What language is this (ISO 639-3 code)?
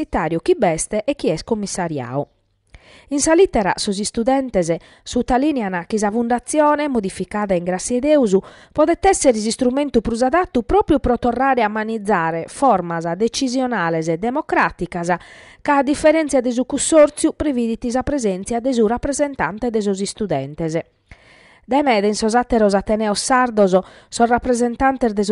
srd